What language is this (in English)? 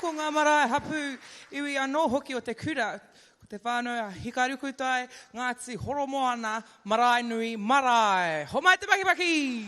Māori